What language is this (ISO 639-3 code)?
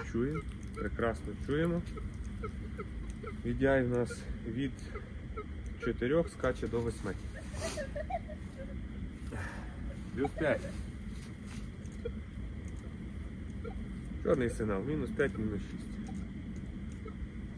ukr